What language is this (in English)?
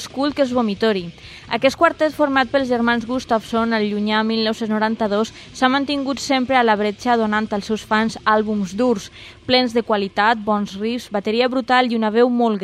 Catalan